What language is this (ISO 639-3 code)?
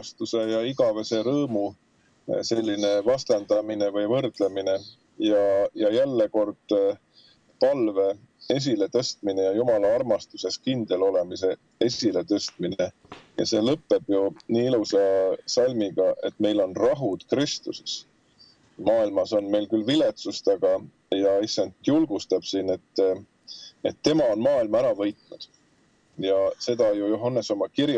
est